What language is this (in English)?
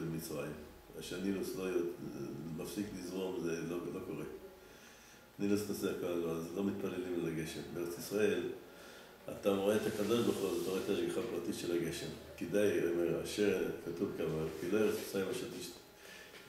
Hebrew